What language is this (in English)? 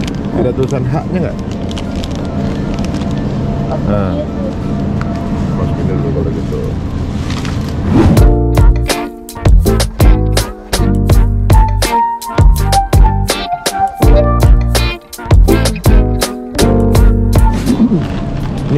Indonesian